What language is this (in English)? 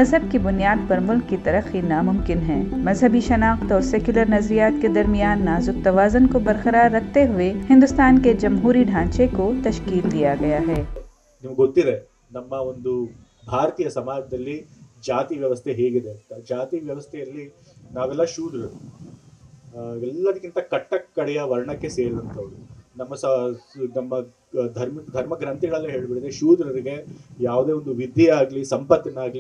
Kannada